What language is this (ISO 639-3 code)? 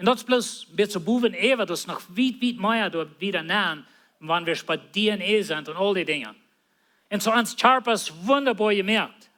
pdt